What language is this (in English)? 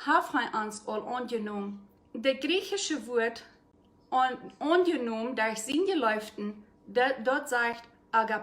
Plautdietsch